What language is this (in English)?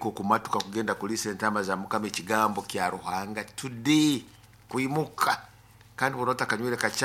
Nyoro